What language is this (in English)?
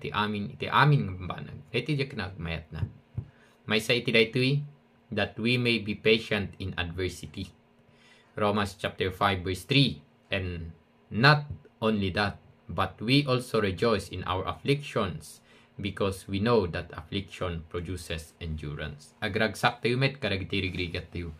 Iloko